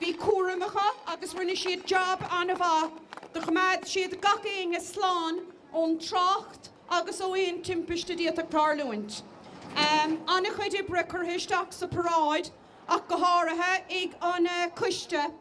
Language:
Irish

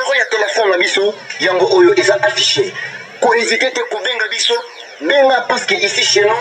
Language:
Lingala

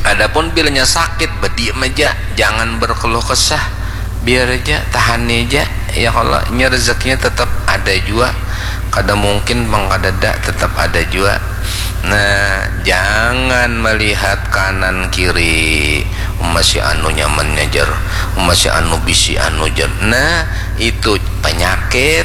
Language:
Banjar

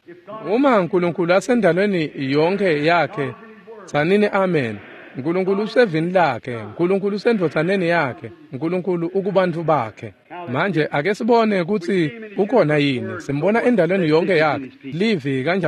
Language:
Swati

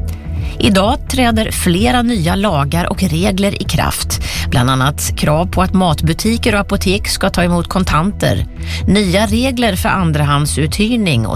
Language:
Swedish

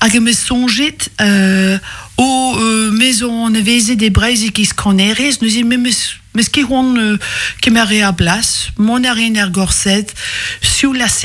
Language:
Breton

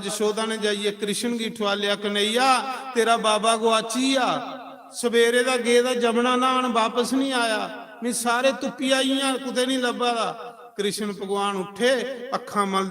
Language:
Dogri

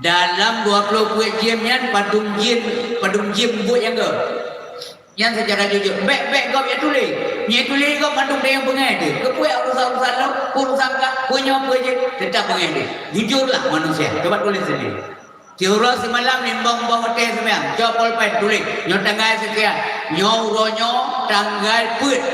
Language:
Achinese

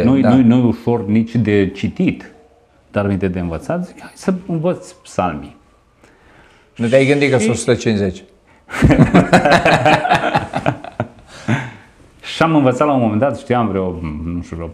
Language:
Romanian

